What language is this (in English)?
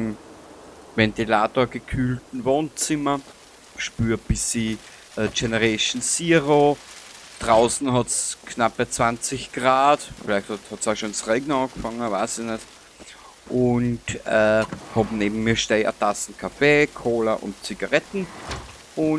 Bavarian